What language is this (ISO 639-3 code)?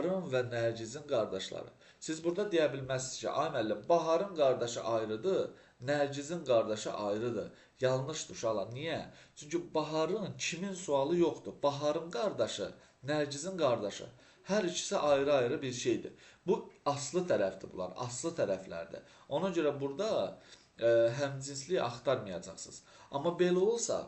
aze